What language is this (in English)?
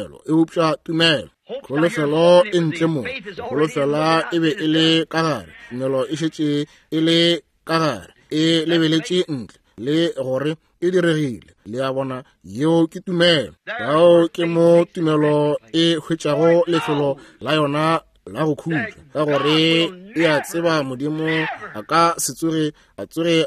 Northern Sotho